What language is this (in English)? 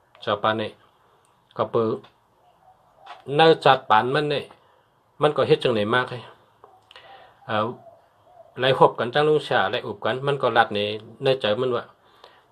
Shan